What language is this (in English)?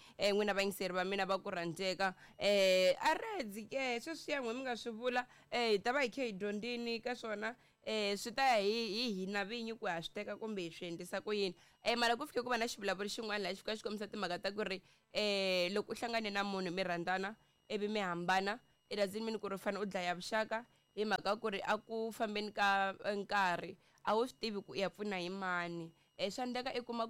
Tsonga